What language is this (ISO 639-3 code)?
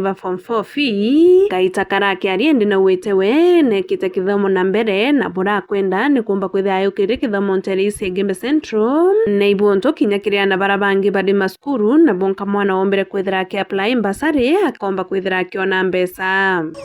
mer